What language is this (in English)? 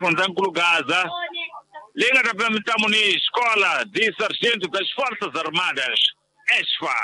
Tsonga